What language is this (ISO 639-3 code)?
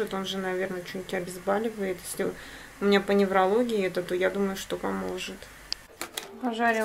rus